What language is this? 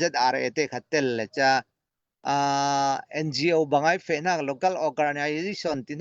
Falam Chin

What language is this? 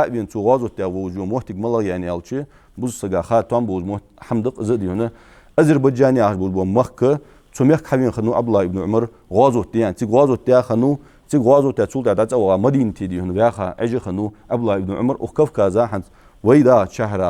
Ingush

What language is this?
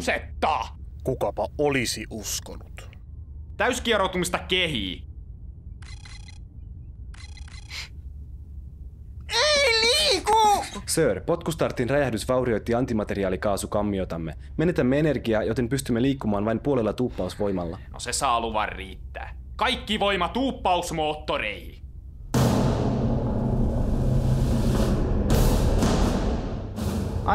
Finnish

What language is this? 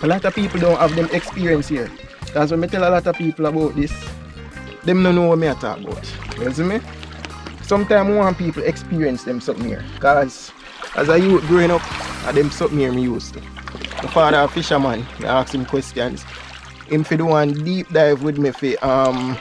Jamaican Creole English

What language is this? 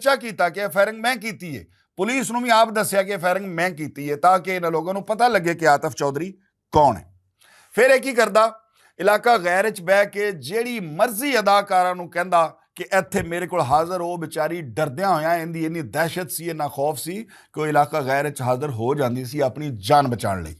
Western Panjabi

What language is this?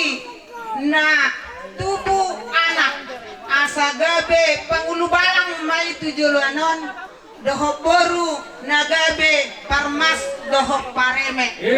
Batak Toba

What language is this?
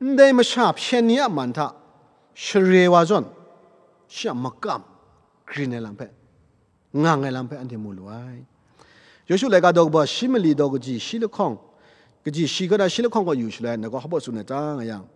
Kachin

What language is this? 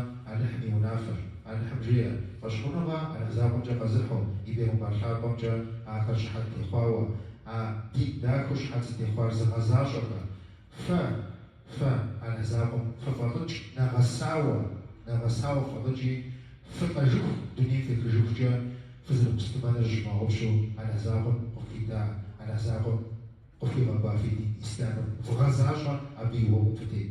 Kabardian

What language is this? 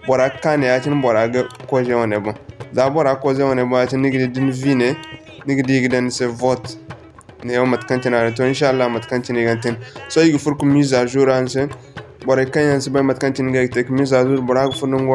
Zarma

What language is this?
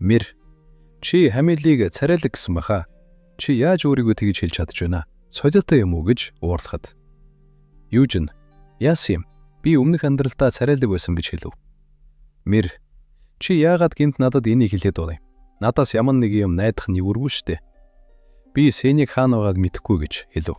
Mongolian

